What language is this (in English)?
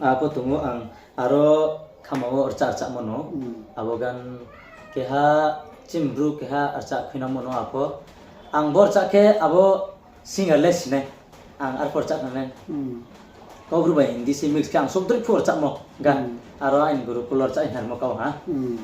Riang (India)